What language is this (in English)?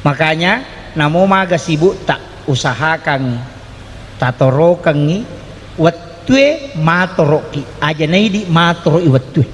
Buginese